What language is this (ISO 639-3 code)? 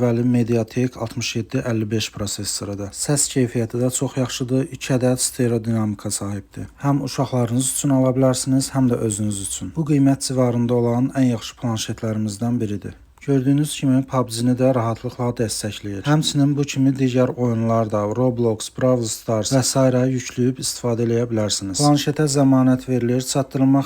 aze